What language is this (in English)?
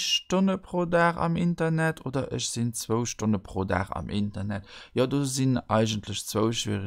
Luxembourgish